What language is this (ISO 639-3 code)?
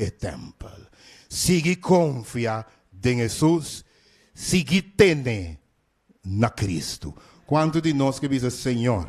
pap